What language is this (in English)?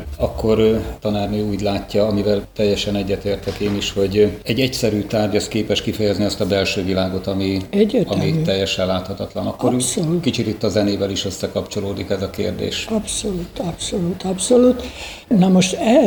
Hungarian